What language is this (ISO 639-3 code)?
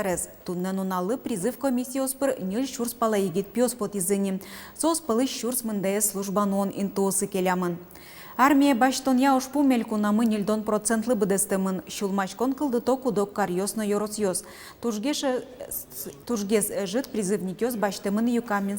udm